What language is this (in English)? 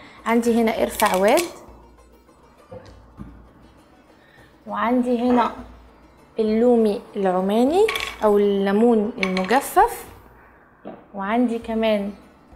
Egyptian Arabic